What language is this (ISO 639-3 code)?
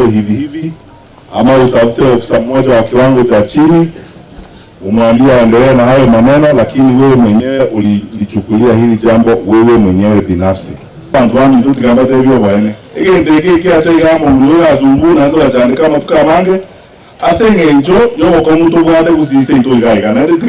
guz